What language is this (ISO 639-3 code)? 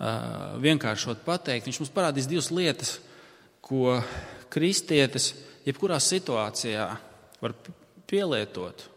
lav